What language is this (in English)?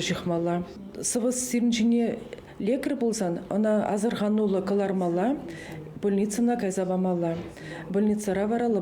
Chuvash